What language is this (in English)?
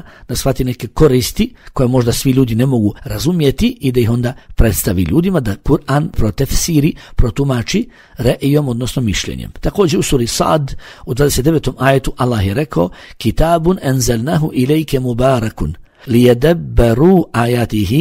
Bosnian